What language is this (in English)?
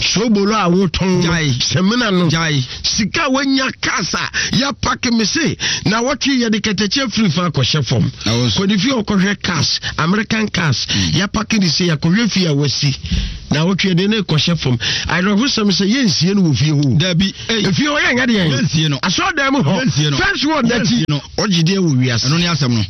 Akan